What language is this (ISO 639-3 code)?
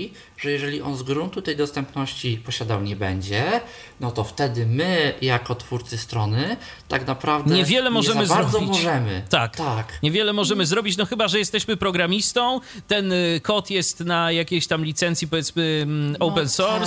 pol